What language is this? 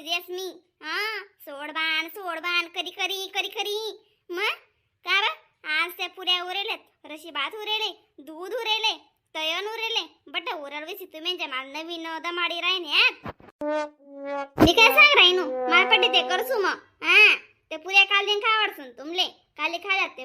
Khandesi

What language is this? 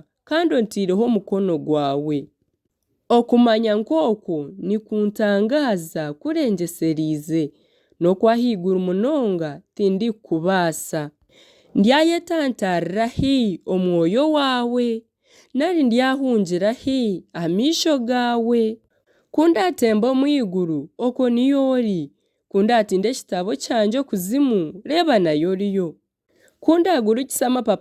Nyankole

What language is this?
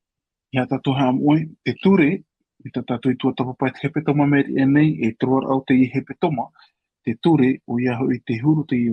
Tahitian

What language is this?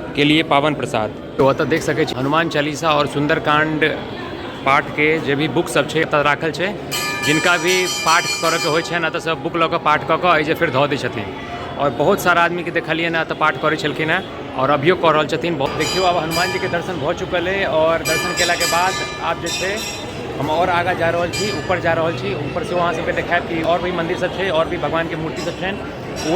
Maithili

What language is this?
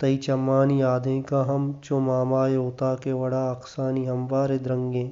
Baluchi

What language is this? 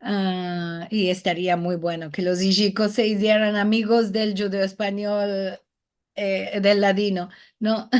Ladino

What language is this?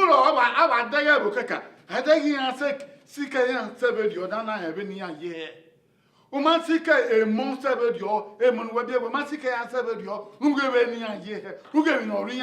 Bini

